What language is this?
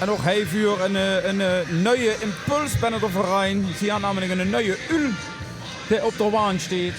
Limburgish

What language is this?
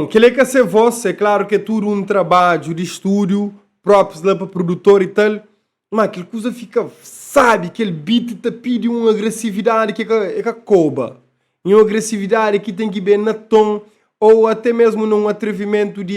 Kabuverdianu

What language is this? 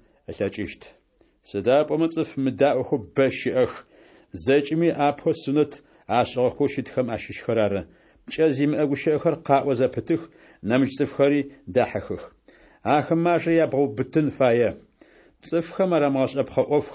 Adyghe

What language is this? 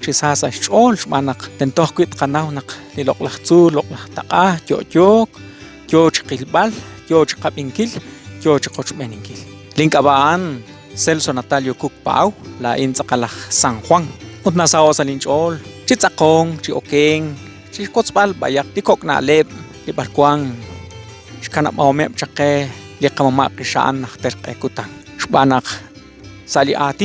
Kekchí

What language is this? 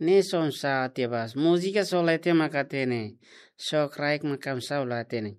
Tetum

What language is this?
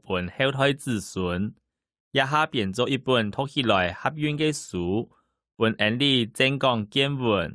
Hakka Chinese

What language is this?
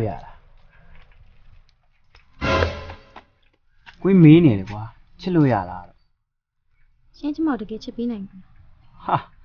Burmese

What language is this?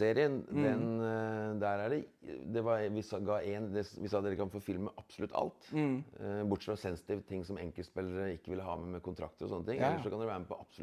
Norwegian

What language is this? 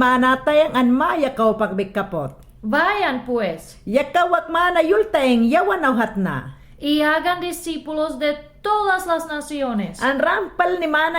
Mayangna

